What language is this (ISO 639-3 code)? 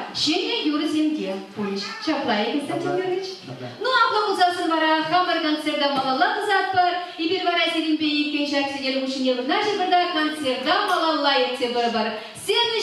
chv